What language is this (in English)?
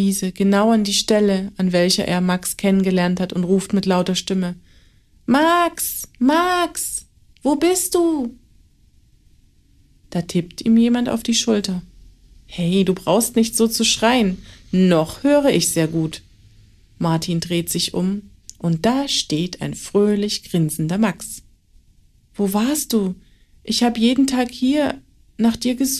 German